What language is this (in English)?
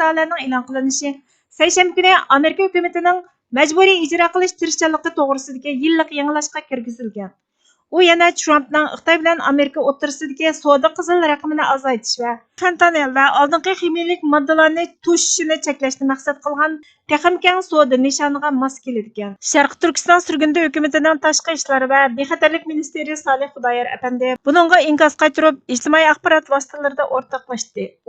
Uyghur